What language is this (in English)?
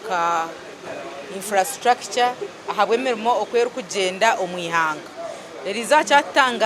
Nyankole